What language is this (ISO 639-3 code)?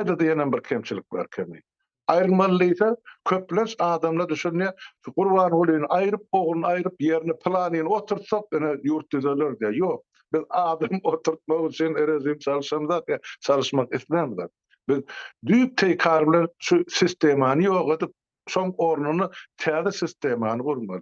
tuk